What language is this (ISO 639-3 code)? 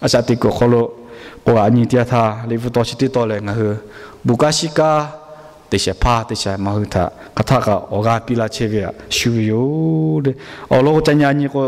lhu